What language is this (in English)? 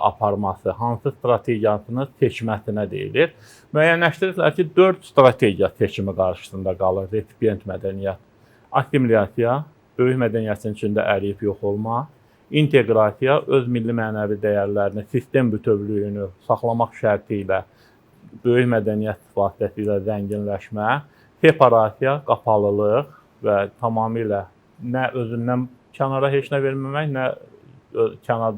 Azerbaijani